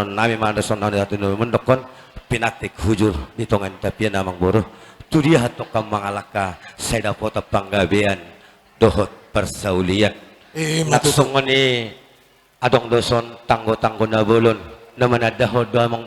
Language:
Batak Toba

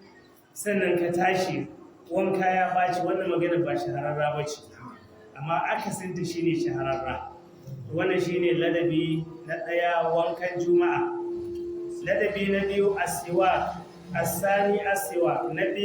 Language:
Hausa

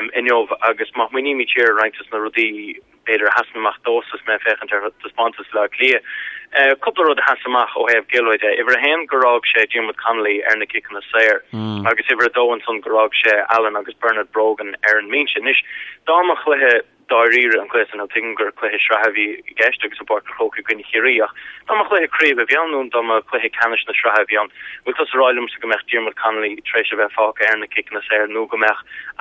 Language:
Irish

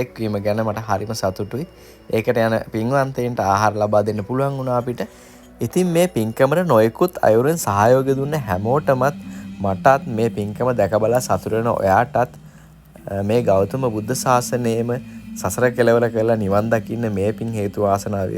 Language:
Sinhala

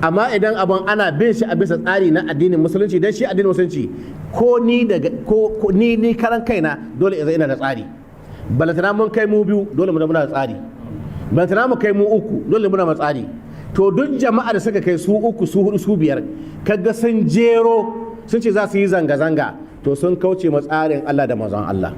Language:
Hausa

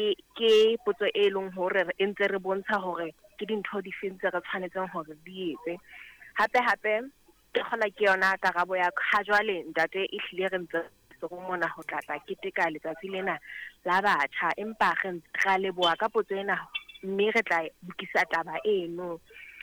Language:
Southern Sotho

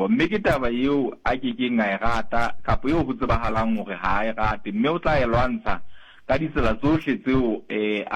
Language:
Tswana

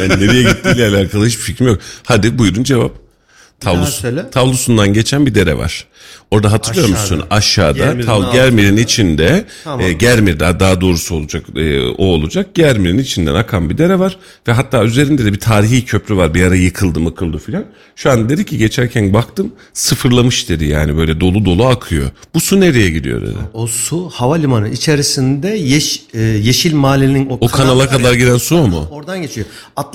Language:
Turkish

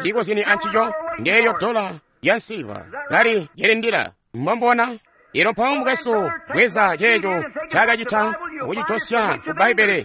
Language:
Tonga (Zambia)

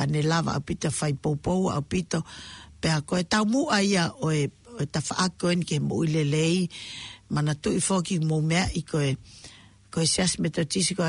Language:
Tongan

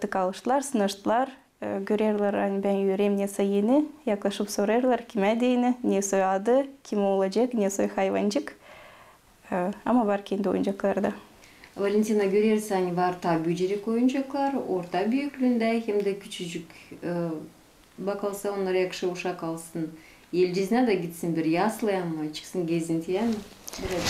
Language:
Gagauz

